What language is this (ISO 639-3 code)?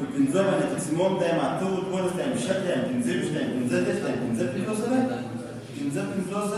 pus